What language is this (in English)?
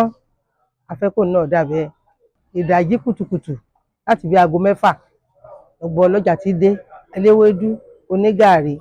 Yoruba